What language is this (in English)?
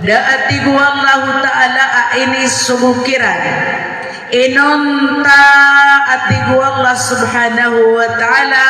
Maranao